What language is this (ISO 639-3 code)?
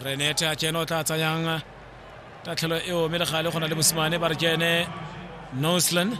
tsn